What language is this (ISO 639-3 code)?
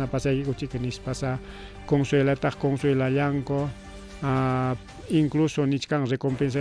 quy